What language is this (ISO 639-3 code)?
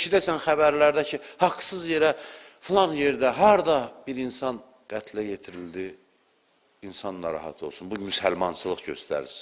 aze